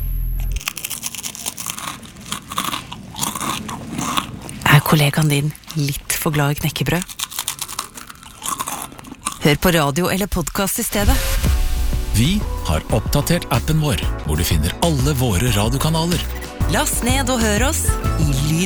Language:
Norwegian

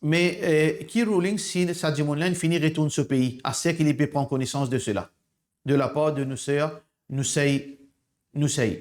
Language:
Morisyen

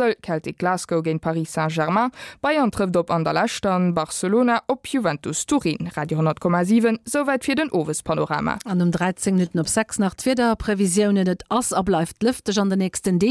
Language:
Luxembourgish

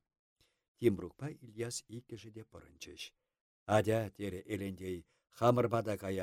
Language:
Chuvash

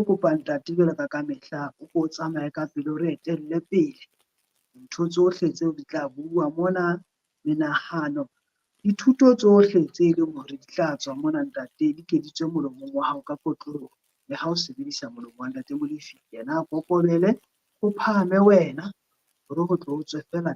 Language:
Southern Sotho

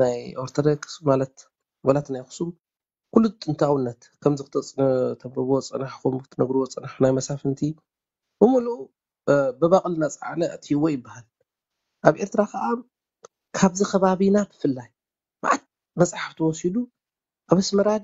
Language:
Tigrinya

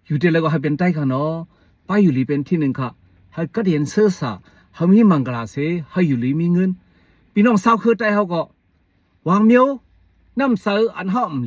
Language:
Shan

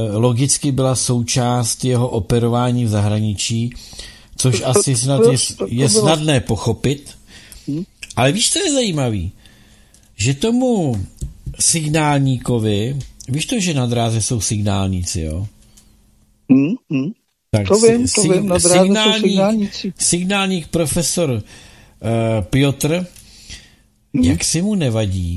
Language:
Czech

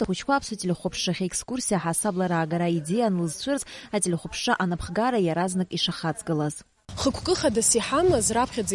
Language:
Abkhazian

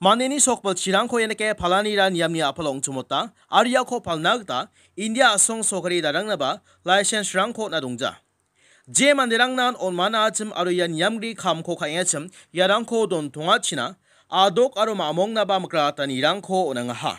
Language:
Garo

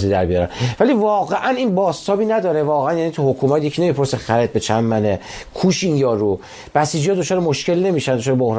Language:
Persian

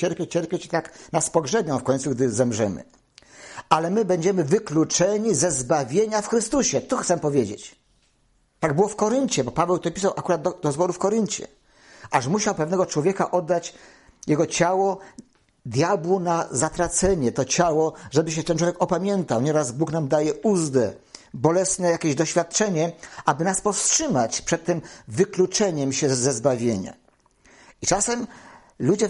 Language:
Polish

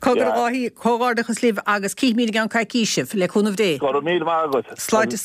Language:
Irish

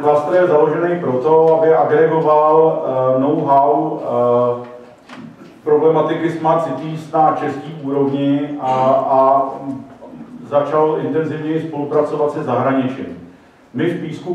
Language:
Czech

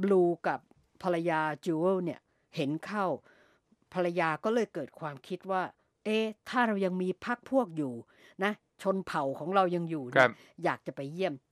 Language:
Thai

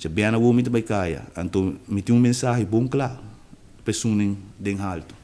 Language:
Papiamento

